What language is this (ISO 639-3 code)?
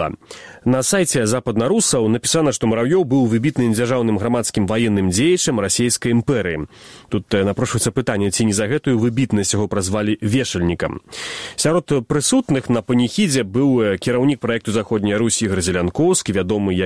bel